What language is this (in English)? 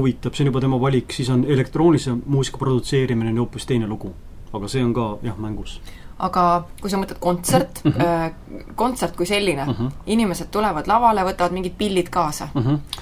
Estonian